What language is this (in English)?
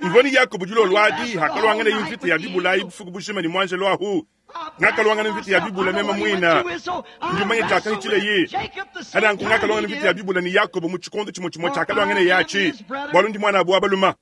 Luba-Lulua